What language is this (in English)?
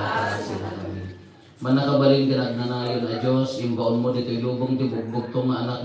Iloko